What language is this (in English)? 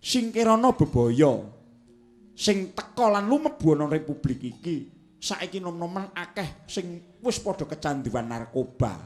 Javanese